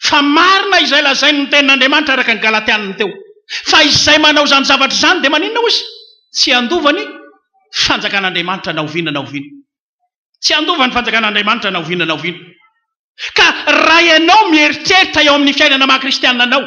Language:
Malagasy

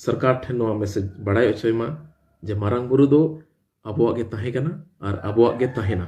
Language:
Santali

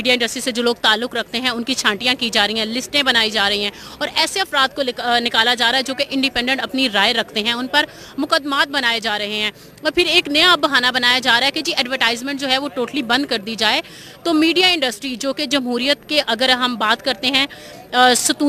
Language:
Urdu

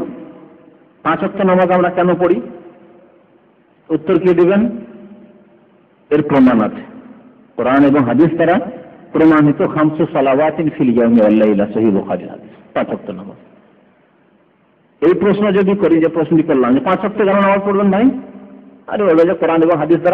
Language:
Bangla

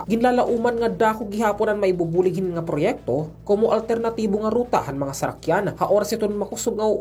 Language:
Waray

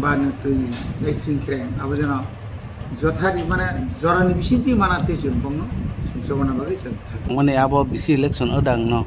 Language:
Kok Borok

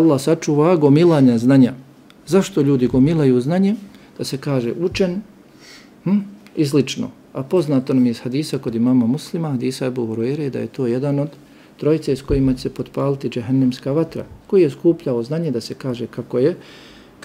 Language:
Bosnian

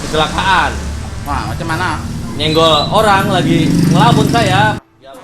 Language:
Betawi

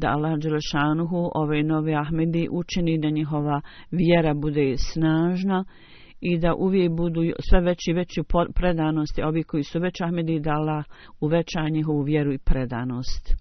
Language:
Bosnian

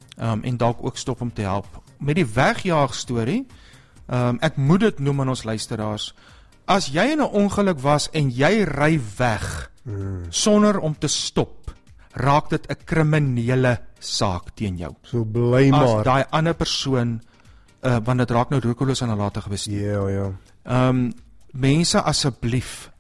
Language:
Afrikaans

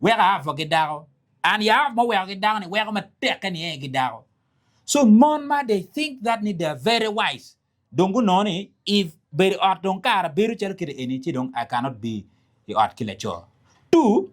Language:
Acoli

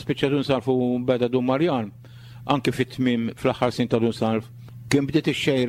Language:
Maltese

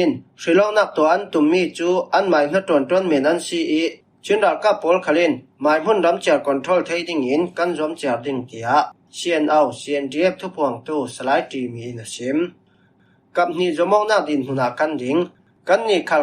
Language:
Falam Chin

